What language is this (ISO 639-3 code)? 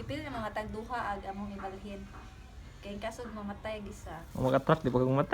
ceb